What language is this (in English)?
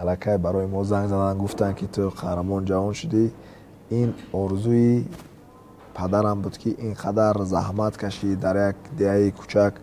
Tajik